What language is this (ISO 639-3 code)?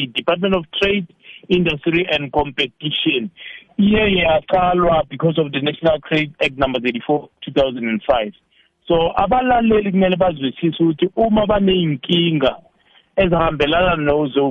nbl